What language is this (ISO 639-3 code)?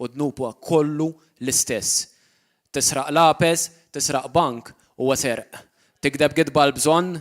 mlt